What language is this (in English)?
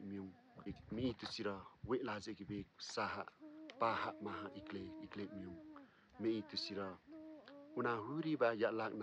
Limbu